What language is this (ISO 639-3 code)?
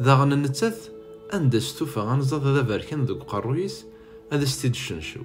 kab